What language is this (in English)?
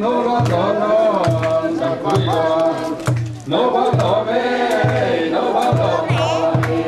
Tedim Chin